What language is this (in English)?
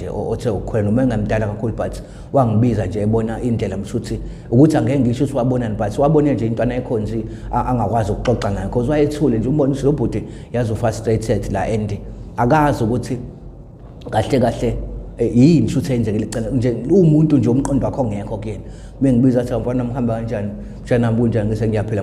Zulu